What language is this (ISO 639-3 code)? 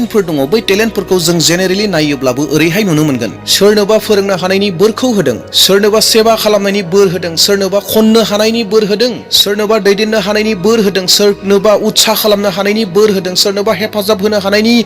brx